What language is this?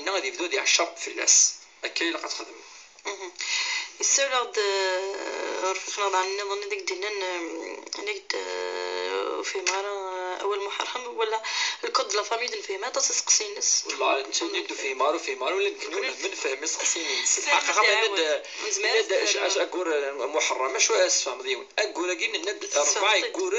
Kabyle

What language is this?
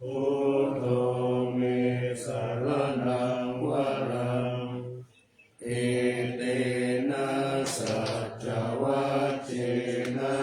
Pali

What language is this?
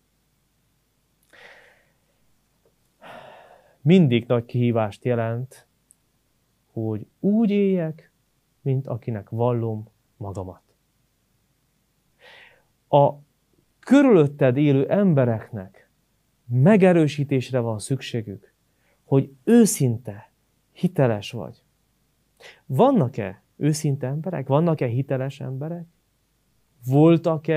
Hungarian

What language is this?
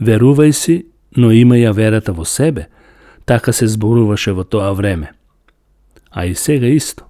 Macedonian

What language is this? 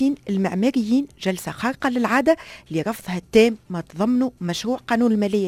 Tunisian Arabic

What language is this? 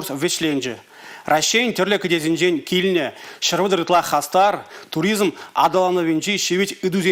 Chuvash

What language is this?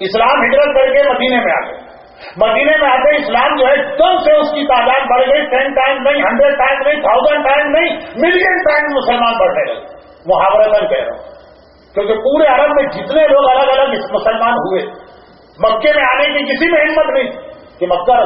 Urdu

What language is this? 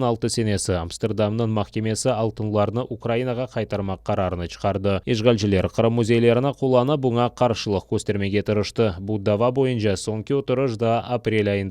Crimean Tatar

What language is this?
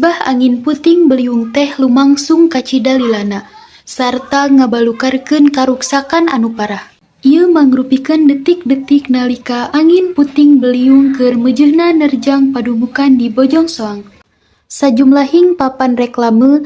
Sundanese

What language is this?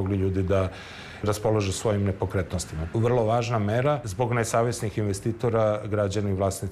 Serbian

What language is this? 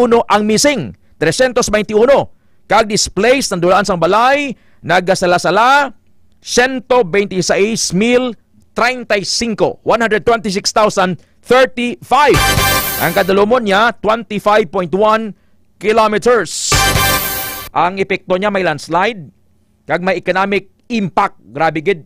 Hiligaynon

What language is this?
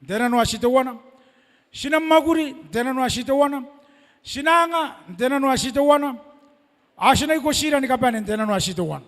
Gilbertese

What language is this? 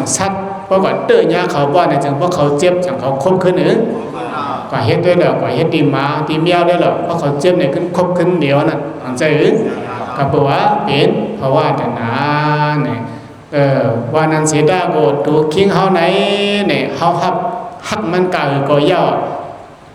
Shan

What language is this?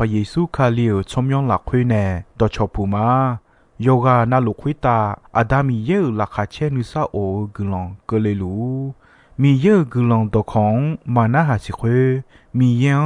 Akha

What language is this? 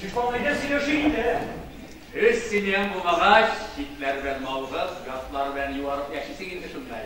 Tatar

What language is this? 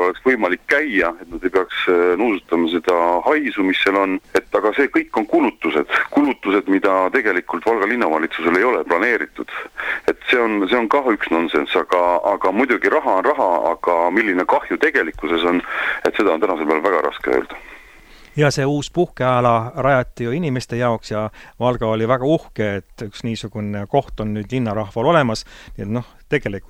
Estonian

